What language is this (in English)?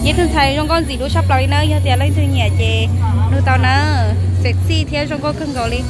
Hmong